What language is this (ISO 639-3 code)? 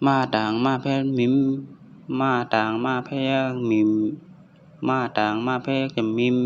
shn